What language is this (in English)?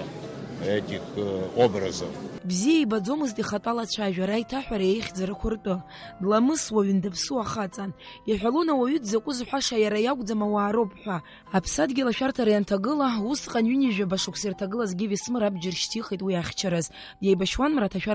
Abkhazian